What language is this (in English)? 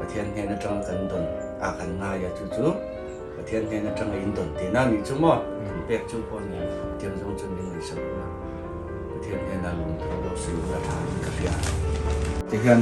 Mizo